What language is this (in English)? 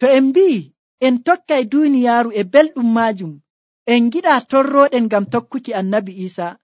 Nigerian Fulfulde